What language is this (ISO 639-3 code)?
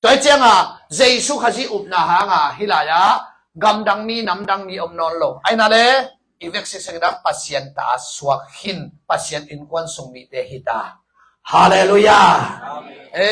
ctd